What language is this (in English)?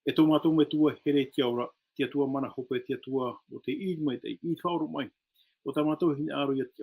Tahitian